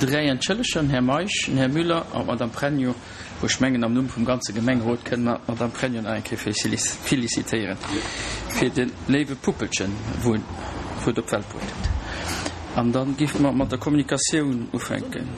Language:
Luxembourgish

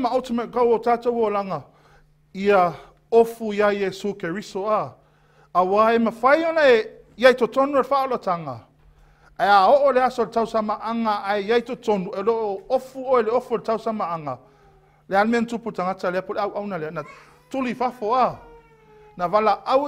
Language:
Samoan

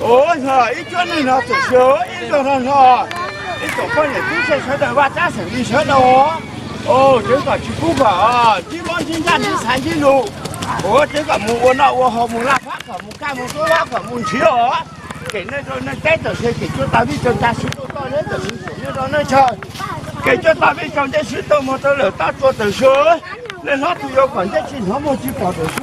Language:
Hmong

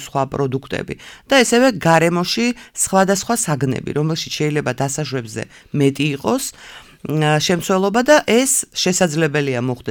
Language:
Georgian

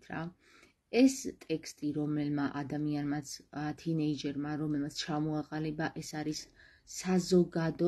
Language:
Georgian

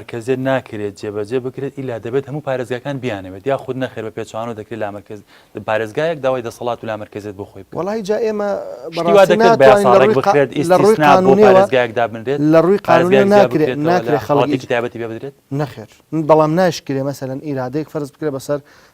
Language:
Central Kurdish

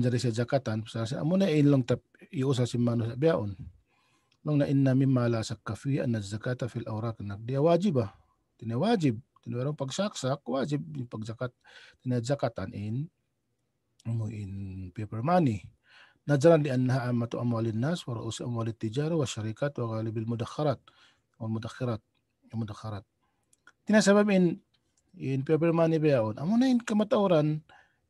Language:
Tausug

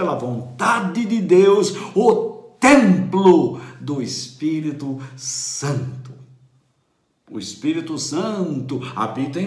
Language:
Portuguese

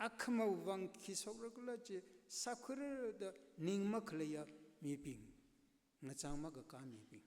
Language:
Tangkhul Naga (India)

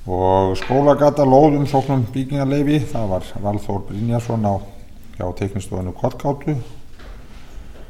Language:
Icelandic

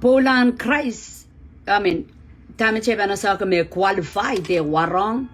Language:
Pohnpeian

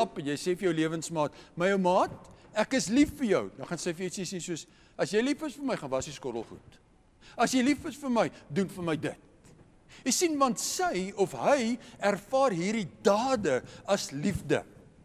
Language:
Afrikaans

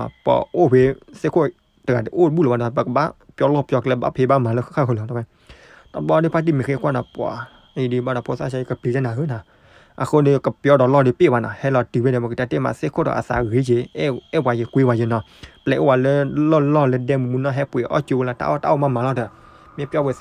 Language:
S'gaw Karen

